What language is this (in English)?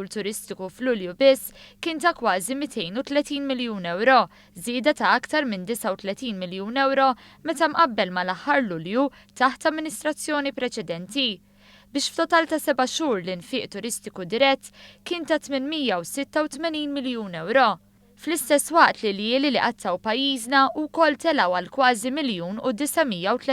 Maltese